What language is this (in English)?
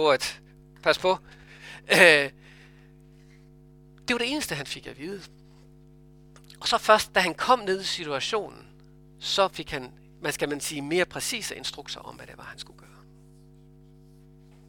Danish